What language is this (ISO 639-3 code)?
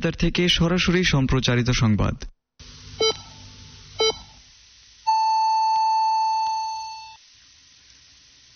ben